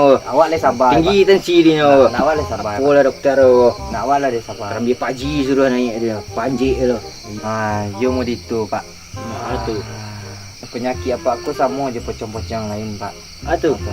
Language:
Minangkabau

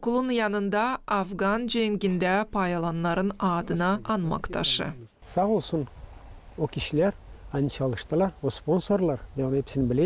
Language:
Gagauz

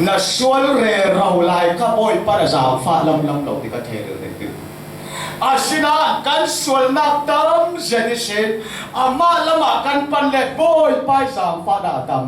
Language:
Falam Chin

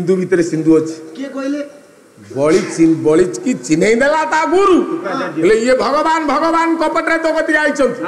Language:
Odia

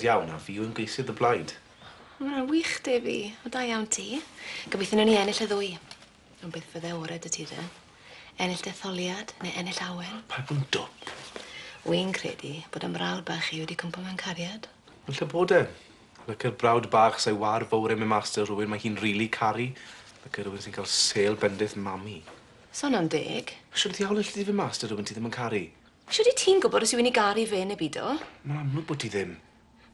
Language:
Welsh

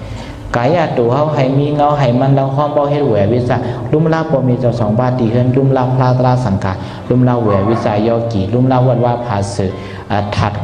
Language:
Shan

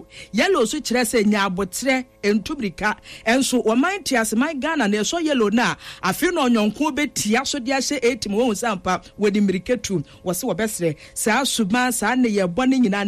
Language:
Akan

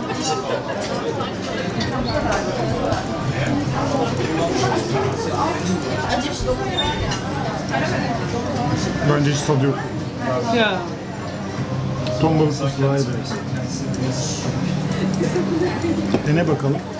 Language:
Turkish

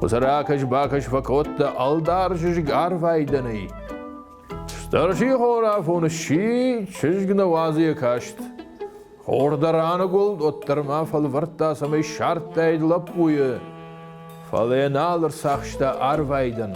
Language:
Ossetic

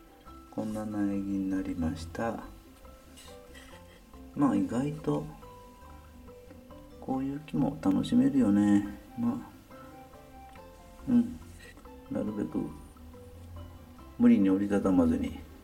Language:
Japanese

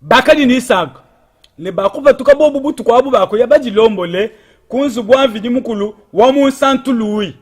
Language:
Luba-Lulua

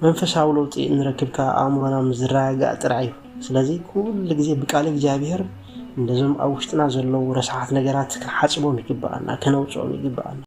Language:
Tigrinya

